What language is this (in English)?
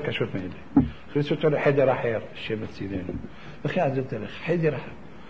Hebrew